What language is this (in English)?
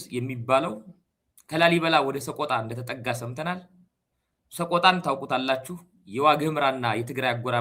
Amharic